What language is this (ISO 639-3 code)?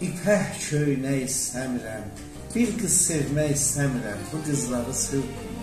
azb